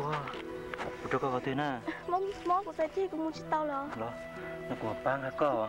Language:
Hmong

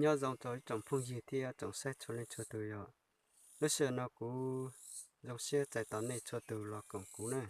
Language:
Hmong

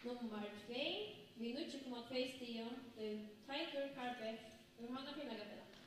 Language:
Faroese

